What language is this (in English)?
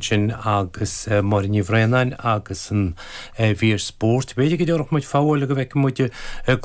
Irish